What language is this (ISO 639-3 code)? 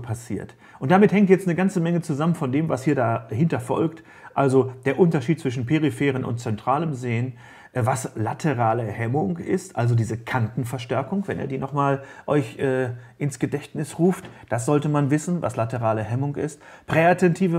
deu